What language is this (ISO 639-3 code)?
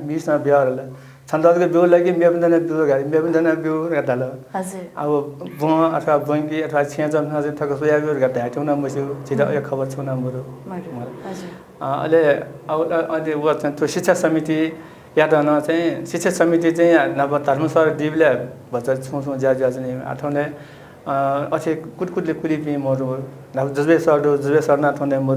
new